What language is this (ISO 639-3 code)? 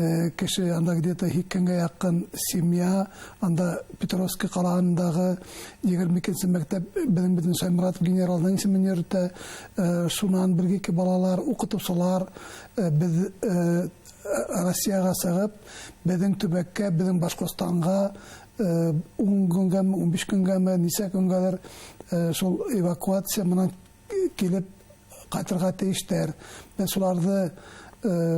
bak